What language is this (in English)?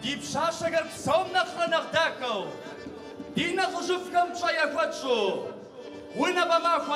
Kabardian